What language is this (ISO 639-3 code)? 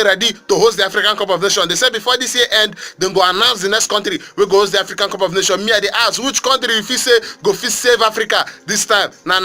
pcm